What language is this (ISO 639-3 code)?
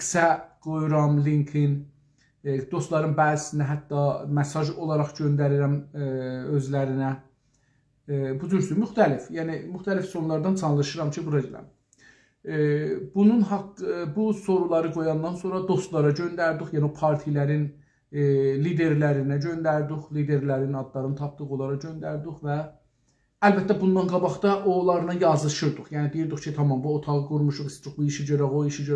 azb